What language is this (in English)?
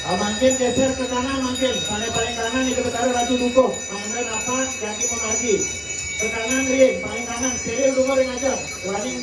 Balinese